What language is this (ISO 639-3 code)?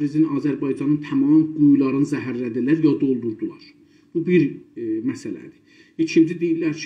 azb